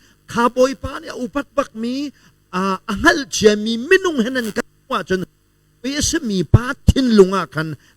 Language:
Hakha Chin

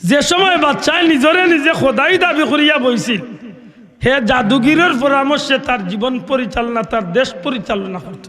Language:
Sylheti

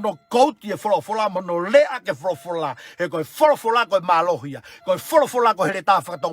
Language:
Tongan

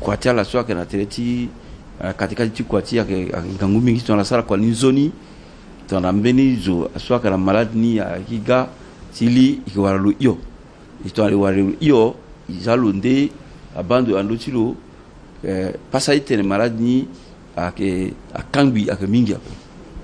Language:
Sango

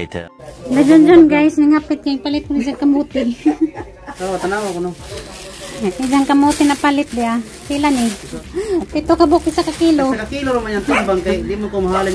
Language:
Cebuano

